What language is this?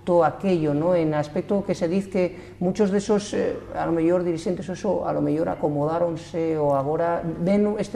Asturian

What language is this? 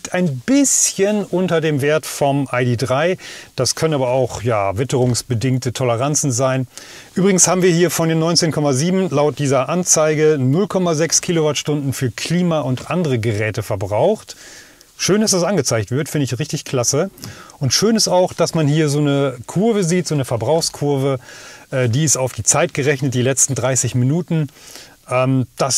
German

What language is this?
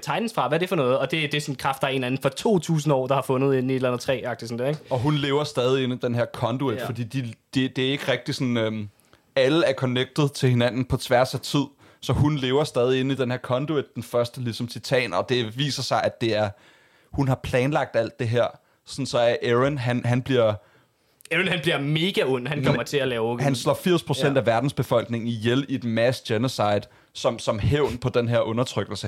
Danish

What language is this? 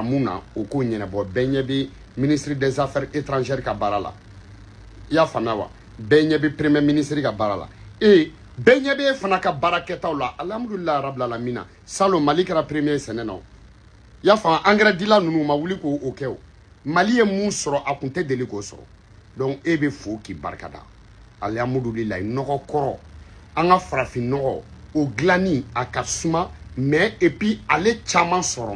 Bambara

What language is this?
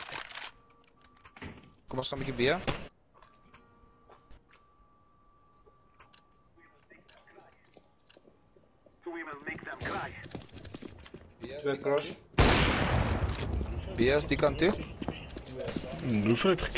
Afrikaans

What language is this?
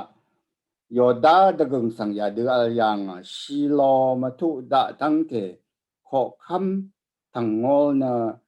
Rawang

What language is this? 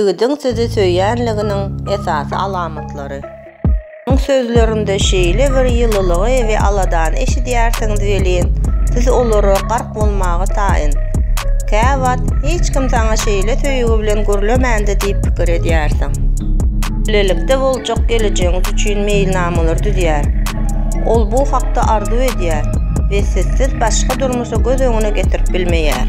Turkmen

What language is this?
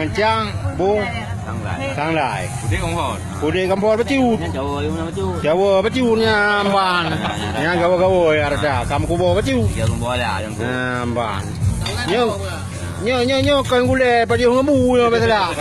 Achinese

